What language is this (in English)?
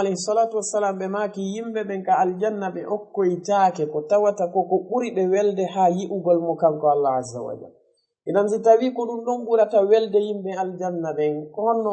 Fula